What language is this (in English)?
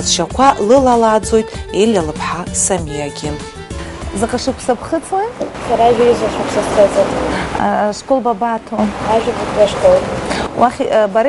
Abkhazian